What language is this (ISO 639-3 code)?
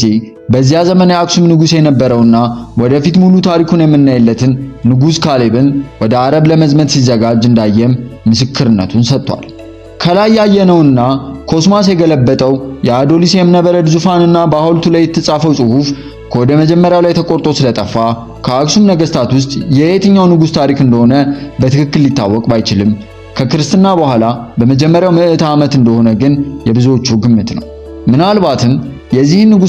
amh